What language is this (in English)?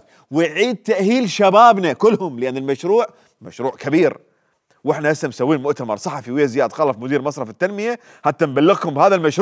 Mesopotamian Arabic